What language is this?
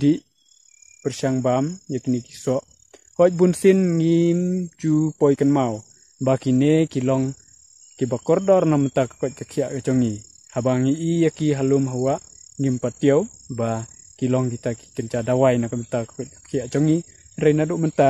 Khasi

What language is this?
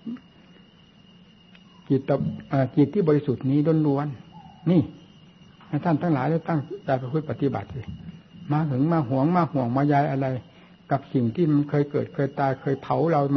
Thai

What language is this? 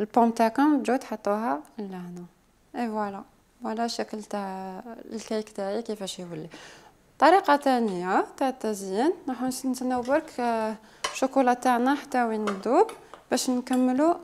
Algerian Arabic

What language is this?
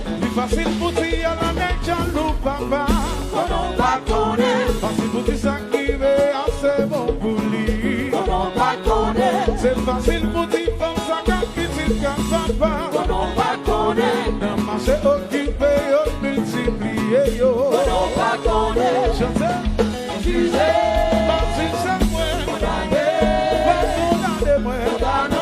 Haitian Creole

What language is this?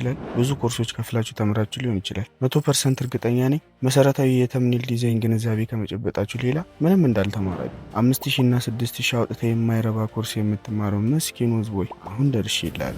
Amharic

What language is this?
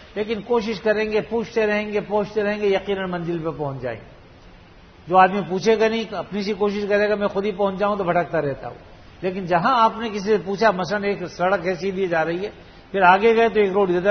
Urdu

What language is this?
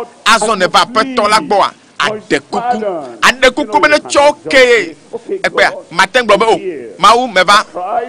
Ewe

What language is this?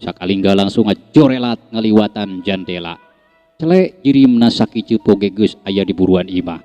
Sundanese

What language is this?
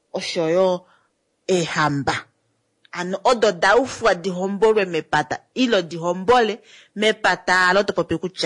Kuanyama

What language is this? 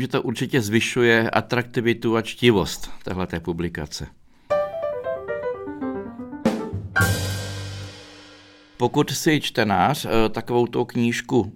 Czech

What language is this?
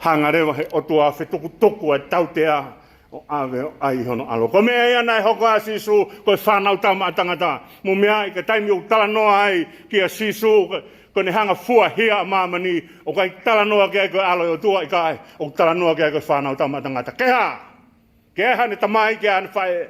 Tongan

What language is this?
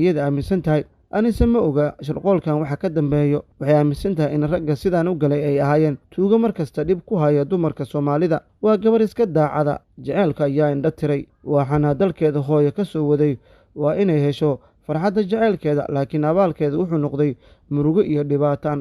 Somali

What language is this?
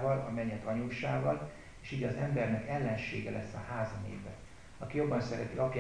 Hungarian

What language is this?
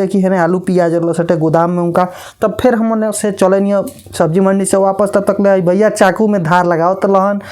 Bhojpuri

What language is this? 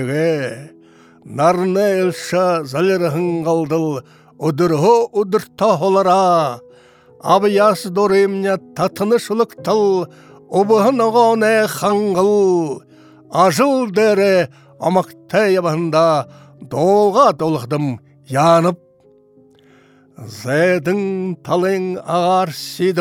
Buriat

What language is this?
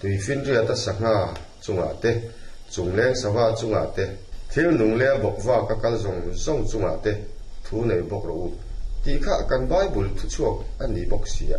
Mizo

